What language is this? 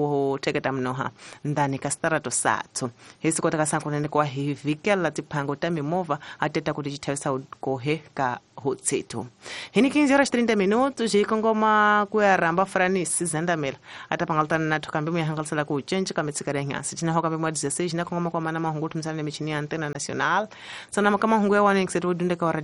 Tsonga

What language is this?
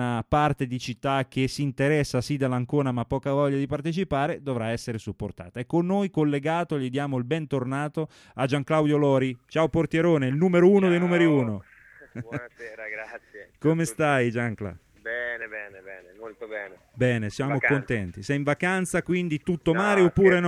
Italian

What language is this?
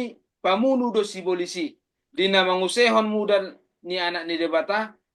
Batak Toba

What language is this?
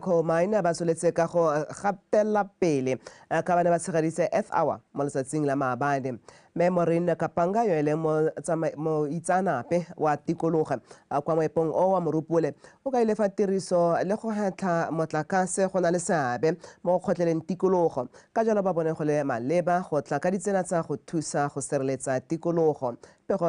Tswana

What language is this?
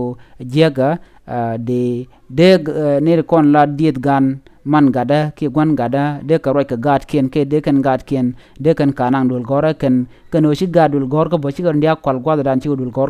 Nuer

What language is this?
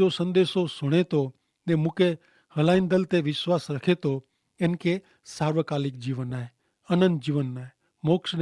Kachhi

